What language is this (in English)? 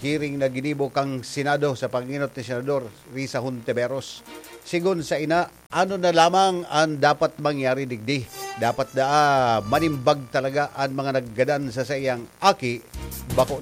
Bikol